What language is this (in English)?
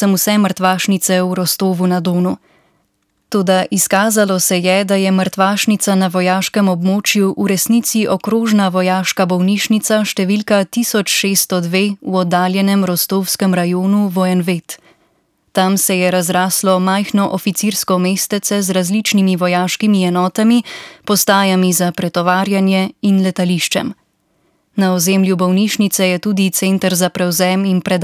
Slovenian